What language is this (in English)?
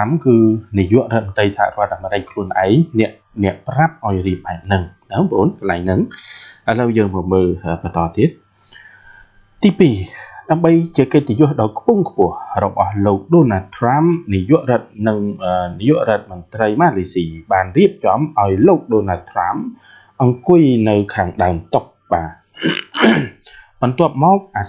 Khmer